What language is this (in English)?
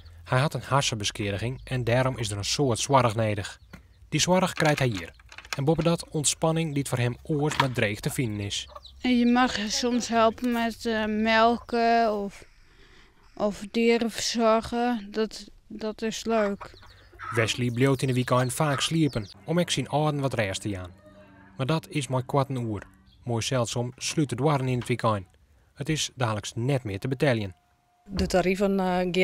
Western Frisian